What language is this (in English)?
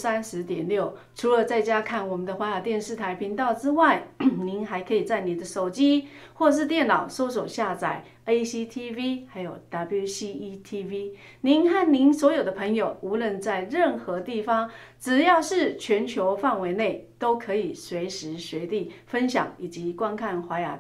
Chinese